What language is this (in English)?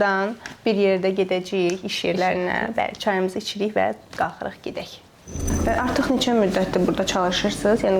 Azerbaijani